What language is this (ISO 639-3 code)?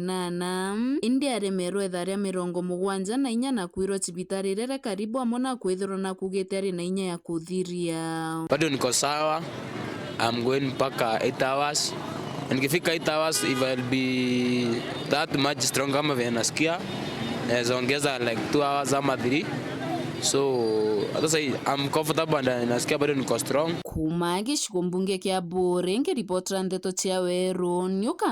mer